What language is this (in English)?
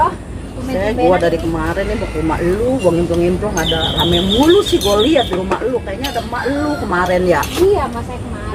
Betawi